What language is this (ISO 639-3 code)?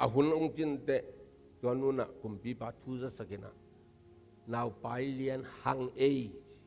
ctd